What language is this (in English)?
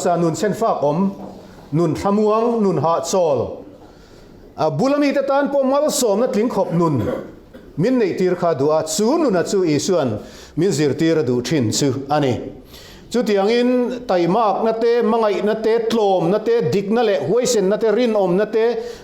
Mizo